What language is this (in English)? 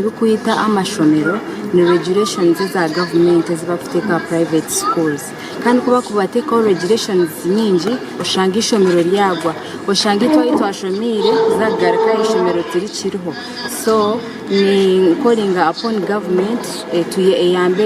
Nyankole